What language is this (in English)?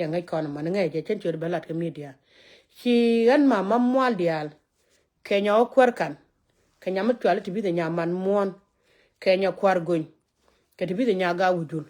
Nuer